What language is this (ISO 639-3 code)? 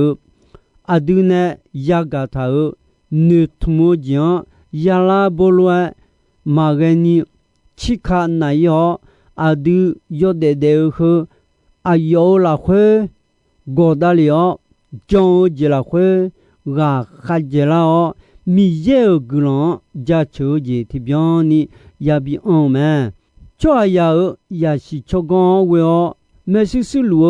ahk